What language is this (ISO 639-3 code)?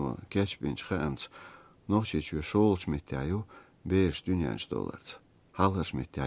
che